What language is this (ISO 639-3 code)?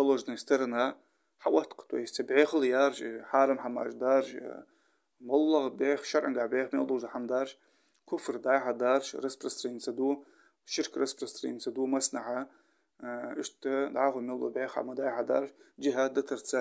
inh